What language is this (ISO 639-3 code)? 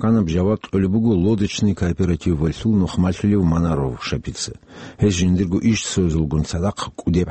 ava